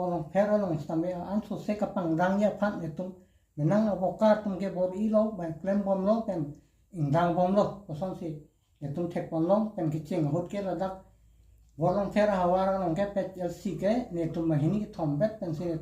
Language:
Karbi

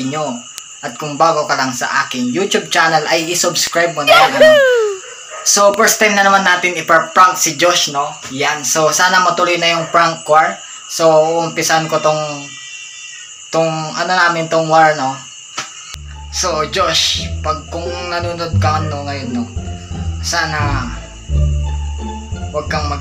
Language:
Filipino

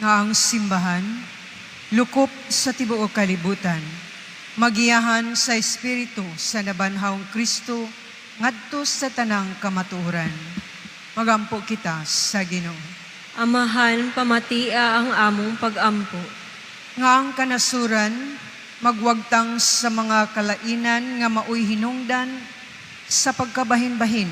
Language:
Cebuano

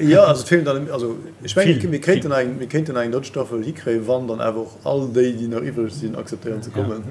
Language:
Luxembourgish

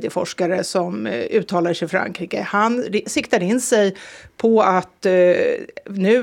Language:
Swedish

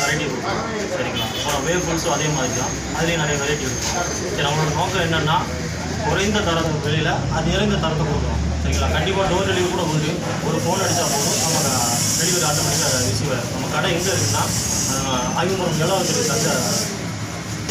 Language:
Tamil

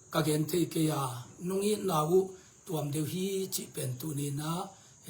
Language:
Tedim Chin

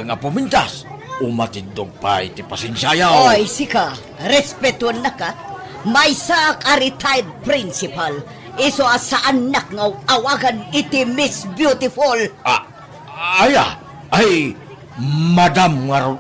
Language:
Iloko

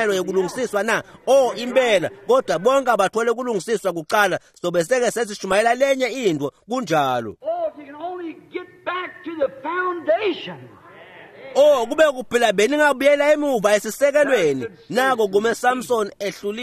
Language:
Swati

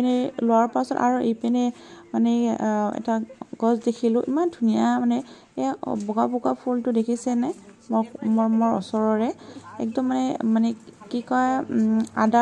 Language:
Assamese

